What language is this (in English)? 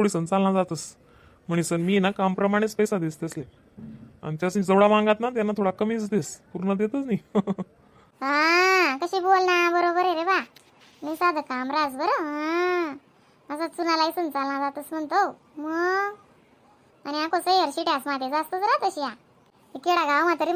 Khandesi